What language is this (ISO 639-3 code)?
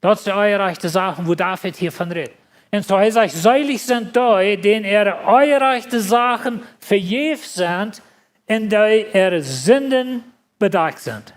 pdt